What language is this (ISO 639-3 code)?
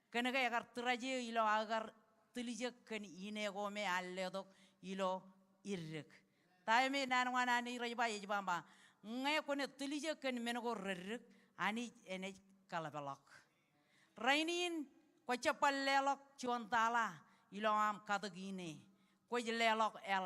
mah